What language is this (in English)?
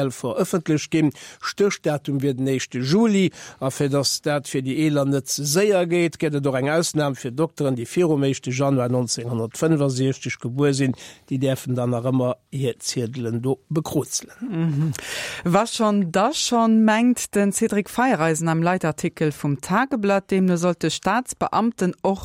Luxembourgish